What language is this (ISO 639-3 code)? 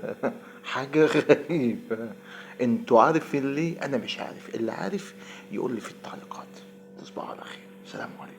arz